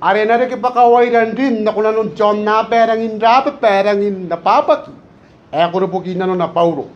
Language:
Gilbertese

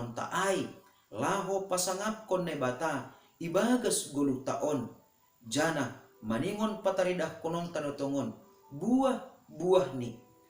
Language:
Batak Simalungun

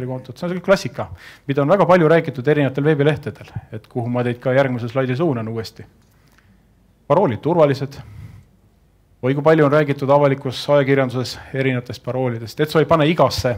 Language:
Estonian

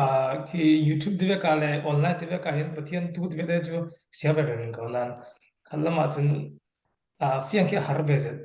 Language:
Falam Chin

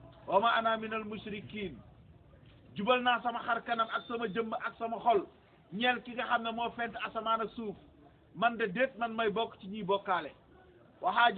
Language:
Wolof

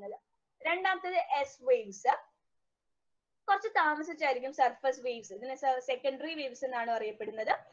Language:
Malayalam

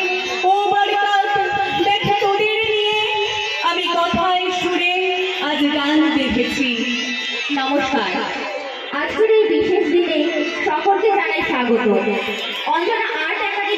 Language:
Bangla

